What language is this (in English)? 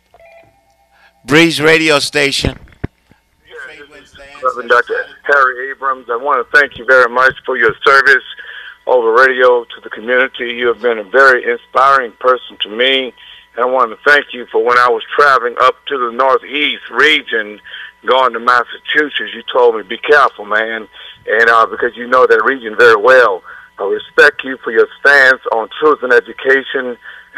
English